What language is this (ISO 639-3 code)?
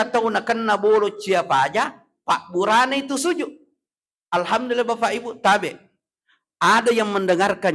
bug